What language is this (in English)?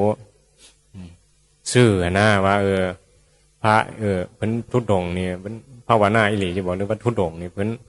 Northeastern Thai